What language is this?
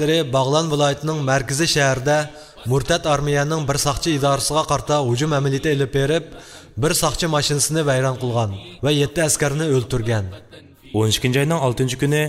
Uyghur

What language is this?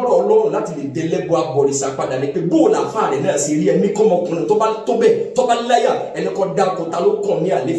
Yoruba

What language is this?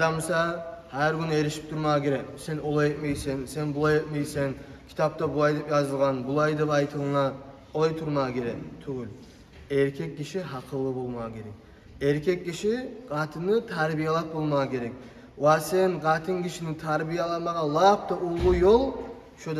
Kumyk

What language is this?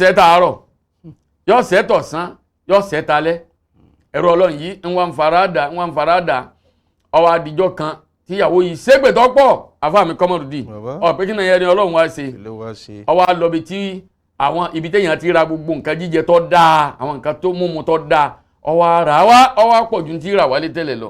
Yoruba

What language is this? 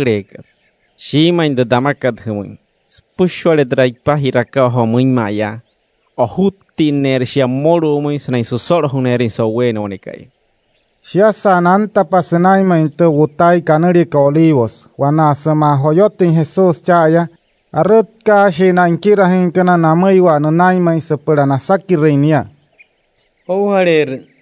Wayuu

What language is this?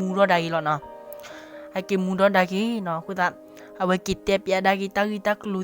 S'gaw Karen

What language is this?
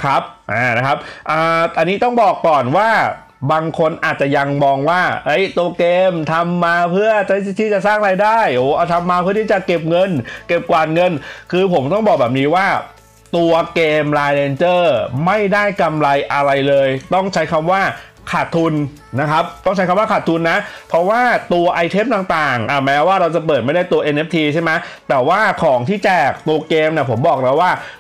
Thai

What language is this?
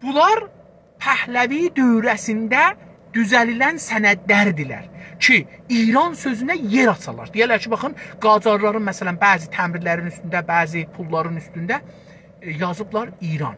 South Azerbaijani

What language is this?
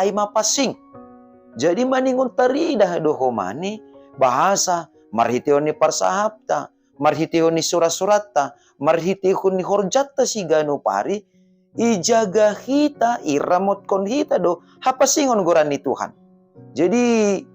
Batak Simalungun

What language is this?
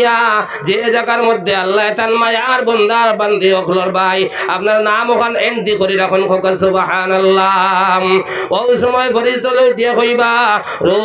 Sylheti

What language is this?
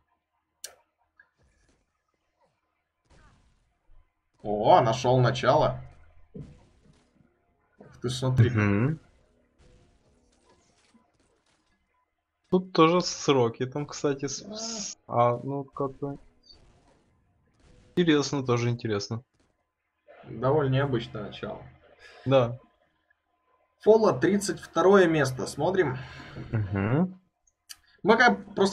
Russian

